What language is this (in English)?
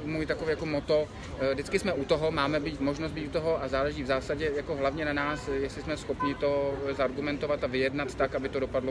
Czech